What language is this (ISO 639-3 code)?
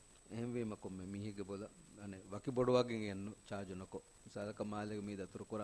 div